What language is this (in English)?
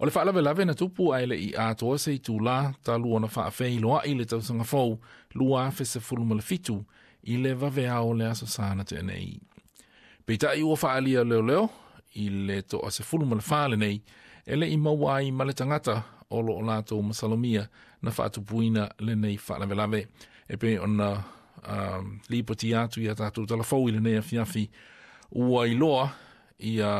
Samoan